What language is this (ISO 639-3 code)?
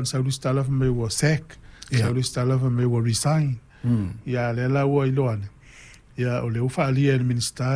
smo